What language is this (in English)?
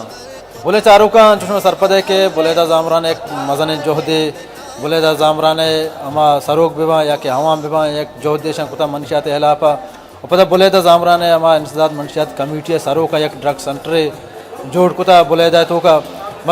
Baluchi